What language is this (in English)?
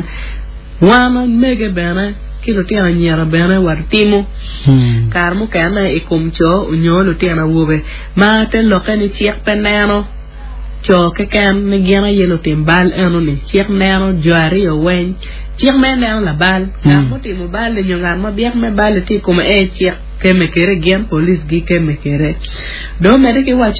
Acoli